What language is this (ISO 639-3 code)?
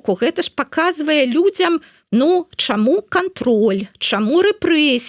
bel